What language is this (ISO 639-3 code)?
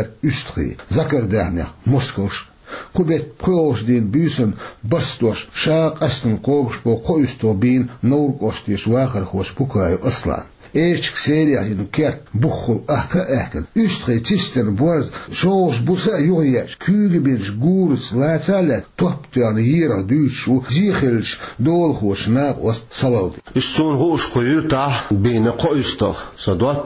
che